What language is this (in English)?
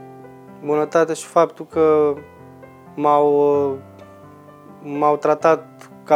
Romanian